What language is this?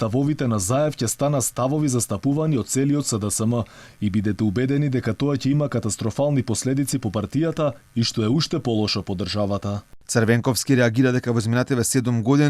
Macedonian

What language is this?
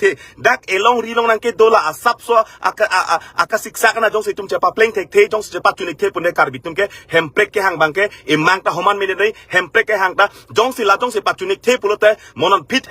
Karbi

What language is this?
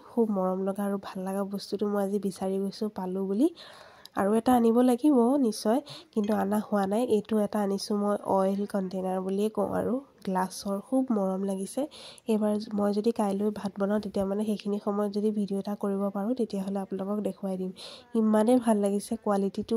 Assamese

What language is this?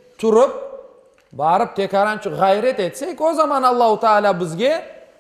Crimean Tatar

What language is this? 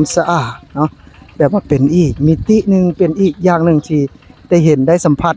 Lao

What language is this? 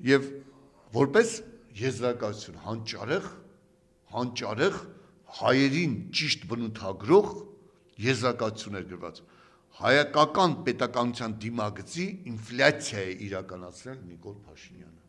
Armenian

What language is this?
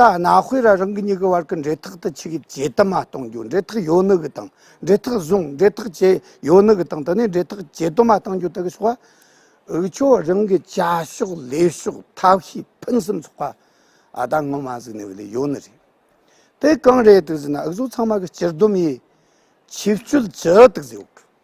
Tibetan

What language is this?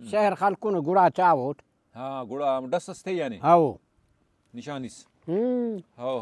Brahui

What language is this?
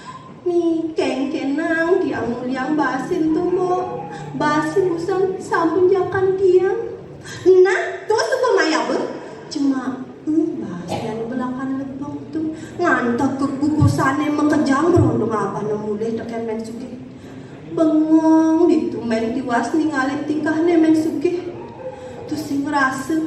Balinese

